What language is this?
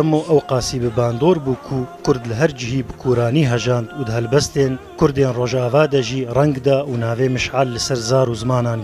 Kurdish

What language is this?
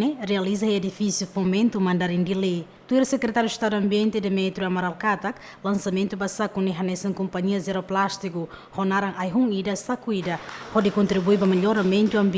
Tetum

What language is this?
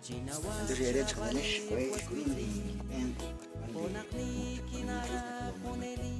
Kekchí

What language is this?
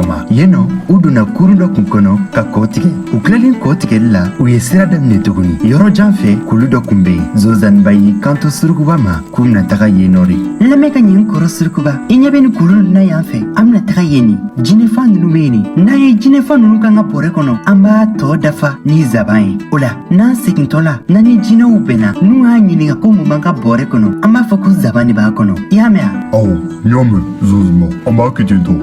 Bambara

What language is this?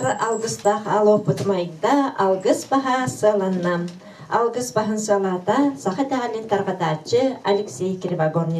Yakut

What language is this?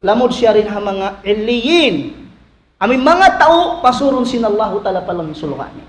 Tausug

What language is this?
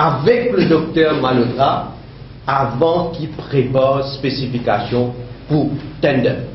Morisyen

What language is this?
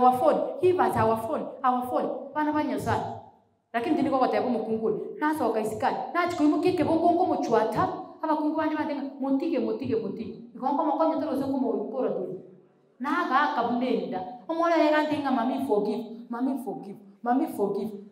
Gusii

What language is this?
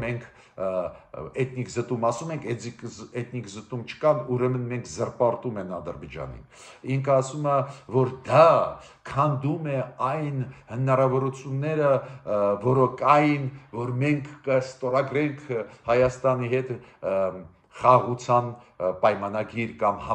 Armenian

